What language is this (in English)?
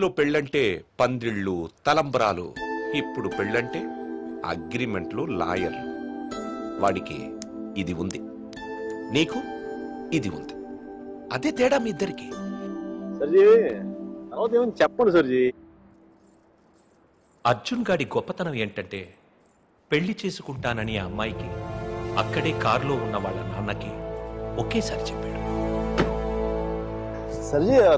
Telugu